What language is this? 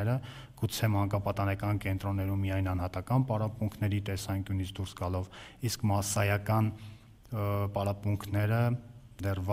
Armenian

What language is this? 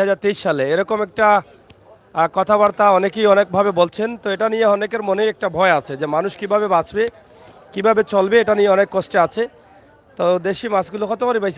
Sylheti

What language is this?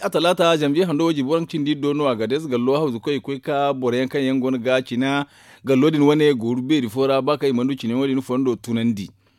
Zarma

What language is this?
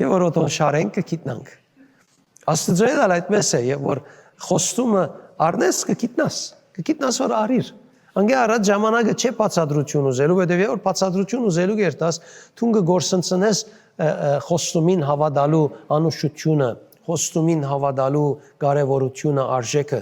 Western Armenian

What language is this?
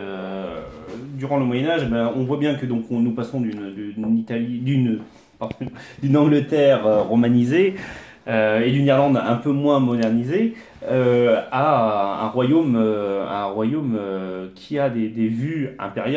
French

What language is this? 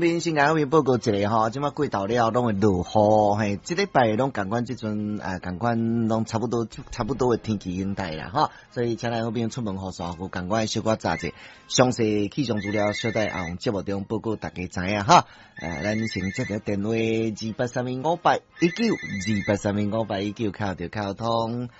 Min Nan Chinese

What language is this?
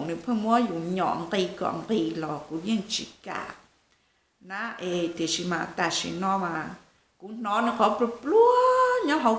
Hmong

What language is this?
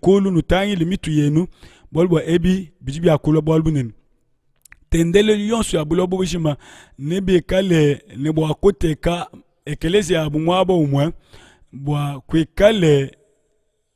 Luba-Lulua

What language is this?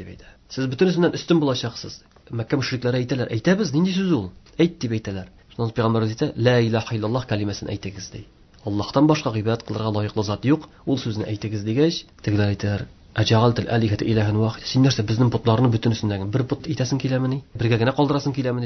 Tatar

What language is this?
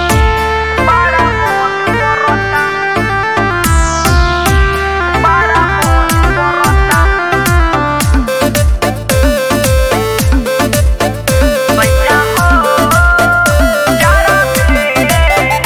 Bhojpuri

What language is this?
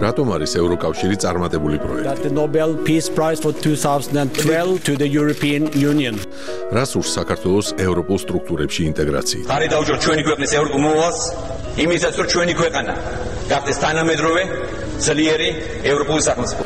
Georgian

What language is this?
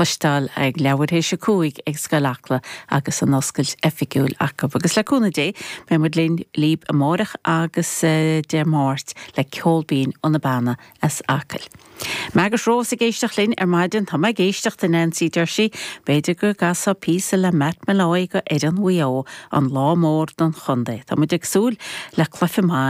Irish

